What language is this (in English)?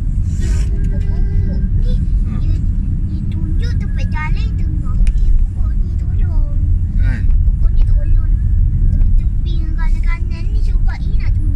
Malay